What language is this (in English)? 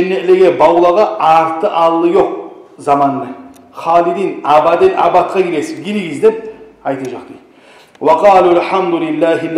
Kumyk